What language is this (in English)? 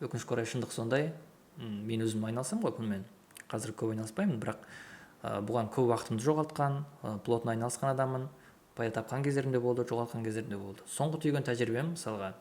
Kazakh